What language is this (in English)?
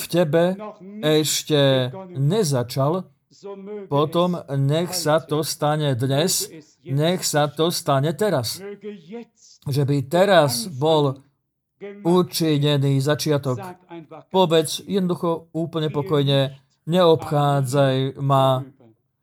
Slovak